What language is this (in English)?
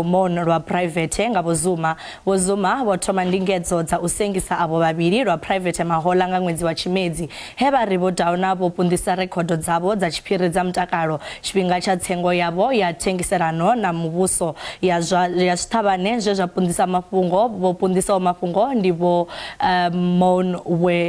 Venda